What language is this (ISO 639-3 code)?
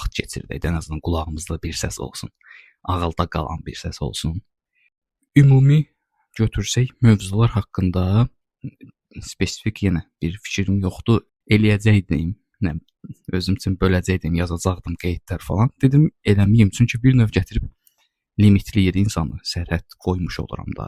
aze